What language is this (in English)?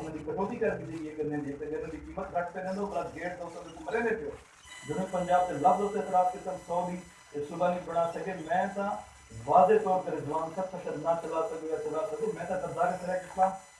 Saraiki